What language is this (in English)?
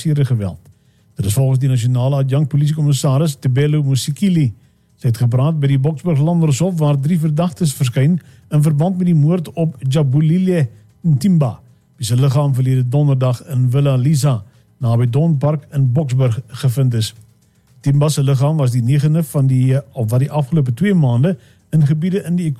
Afrikaans